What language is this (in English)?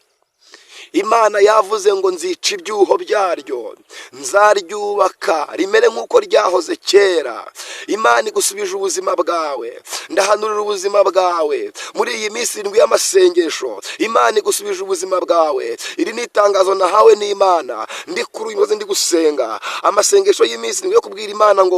Kinyarwanda